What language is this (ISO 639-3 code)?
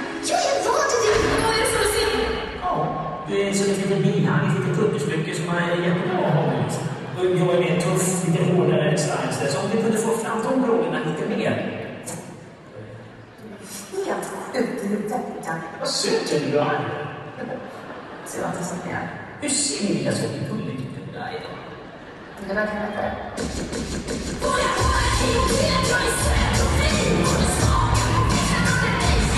swe